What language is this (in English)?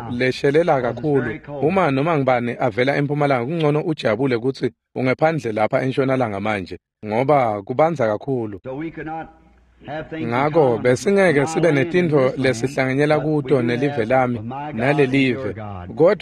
Swati